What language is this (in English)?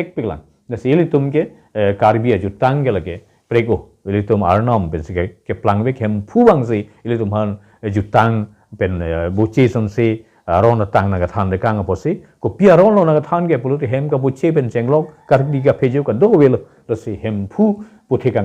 Karbi